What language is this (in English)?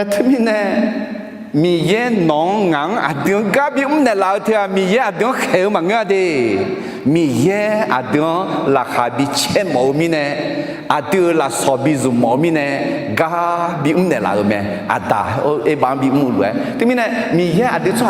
Akha